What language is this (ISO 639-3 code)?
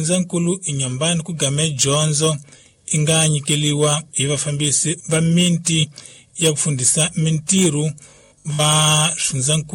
tso